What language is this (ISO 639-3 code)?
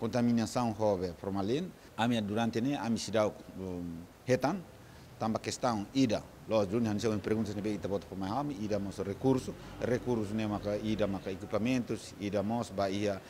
tet